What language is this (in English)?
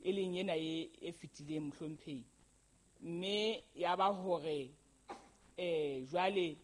Southern Sotho